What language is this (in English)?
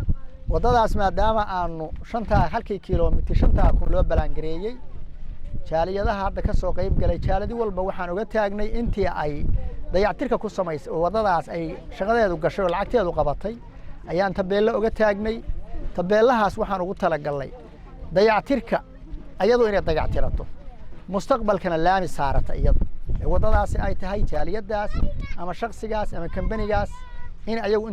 Somali